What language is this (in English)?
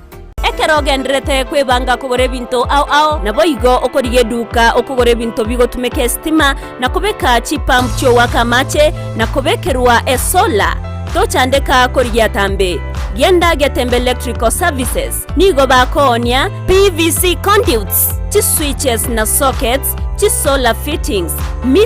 Gusii